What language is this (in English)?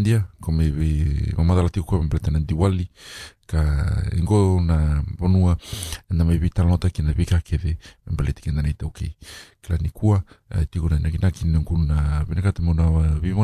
Fijian